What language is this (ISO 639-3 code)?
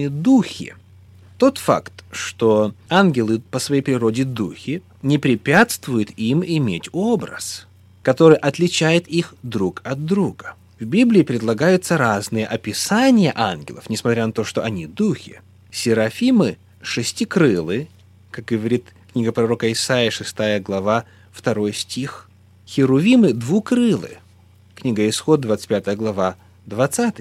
rus